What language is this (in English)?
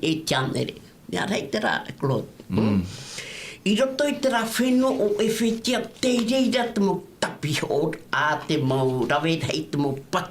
Tahitian